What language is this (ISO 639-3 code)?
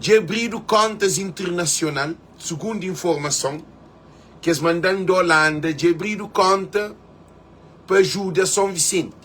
kea